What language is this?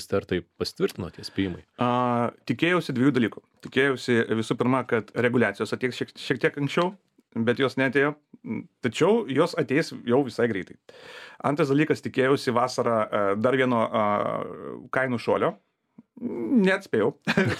Lithuanian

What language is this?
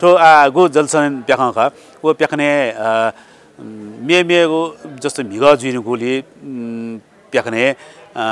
Newari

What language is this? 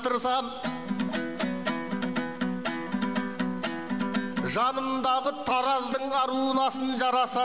Kazakh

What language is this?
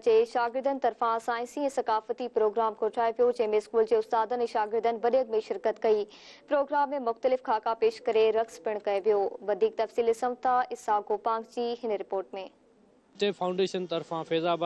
Sindhi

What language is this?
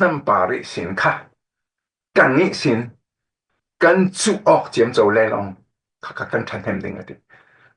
Falam Chin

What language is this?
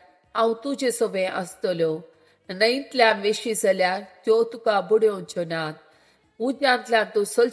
Konkani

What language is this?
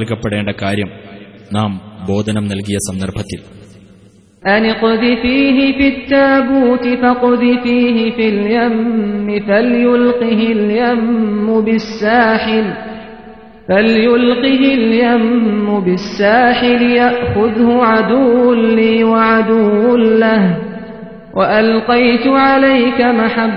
Malayalam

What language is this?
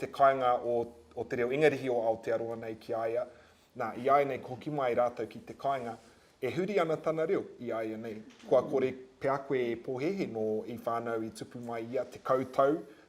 Māori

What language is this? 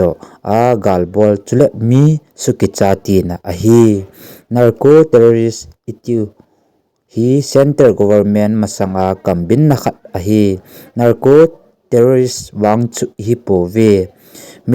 Thado Chin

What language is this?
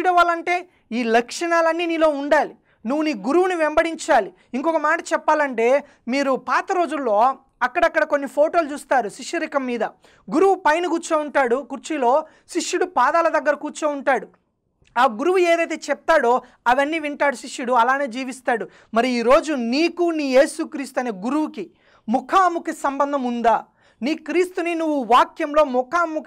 Telugu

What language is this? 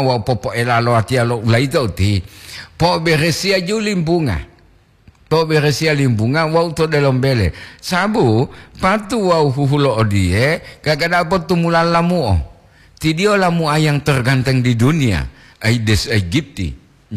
Gorontalo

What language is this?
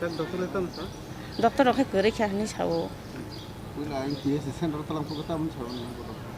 Kok Borok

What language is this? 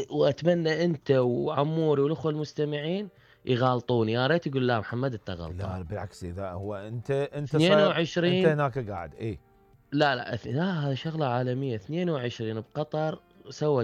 Mesopotamian Arabic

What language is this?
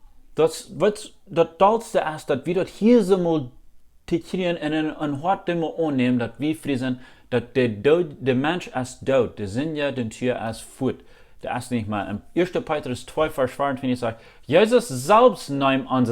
Plautdietsch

